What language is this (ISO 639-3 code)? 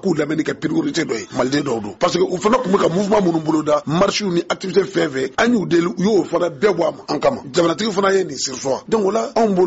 bam